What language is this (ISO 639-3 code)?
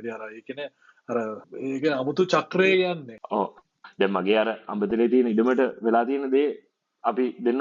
sin